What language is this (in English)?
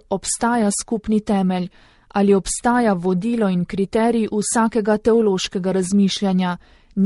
Slovenian